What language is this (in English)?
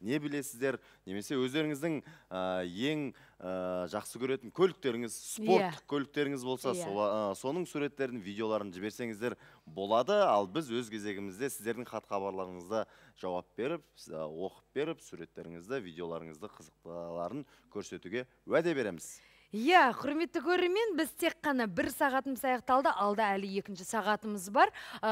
Kazakh